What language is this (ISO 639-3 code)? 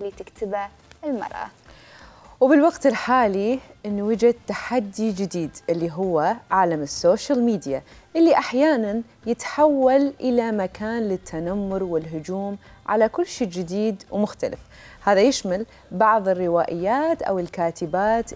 acm